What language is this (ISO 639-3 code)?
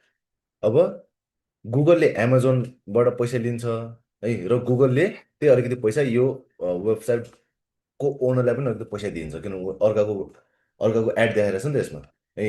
nep